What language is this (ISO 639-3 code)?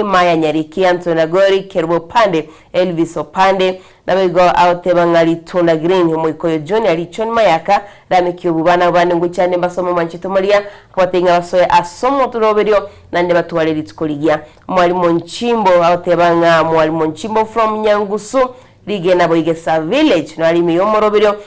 guz